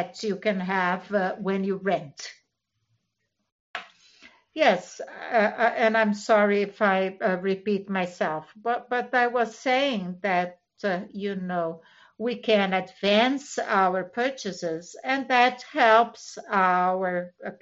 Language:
English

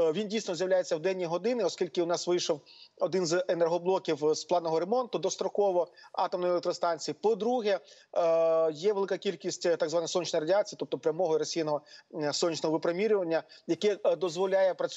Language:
Ukrainian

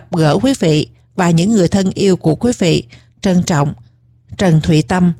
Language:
Vietnamese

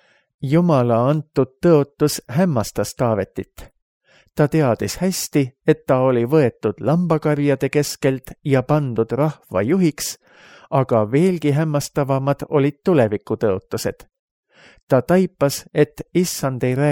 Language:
Estonian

